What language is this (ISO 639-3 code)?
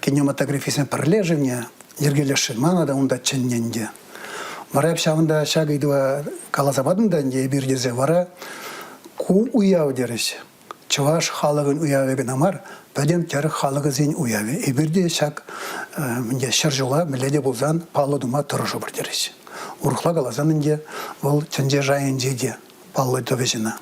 chv